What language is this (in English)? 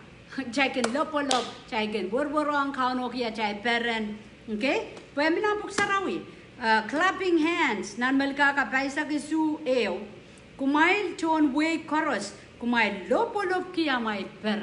Pohnpeian